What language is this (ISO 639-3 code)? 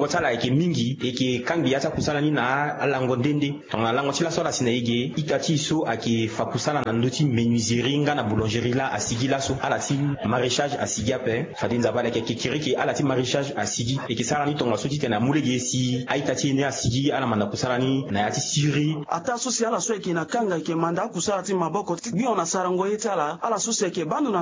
sag